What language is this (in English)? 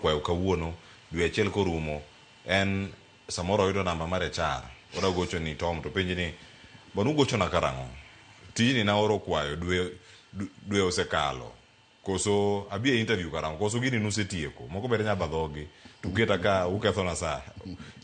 Luo (Kenya and Tanzania)